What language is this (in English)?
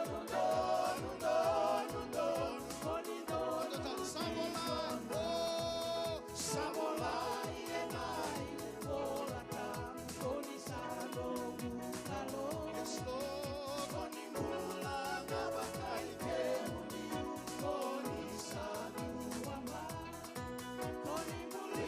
Fijian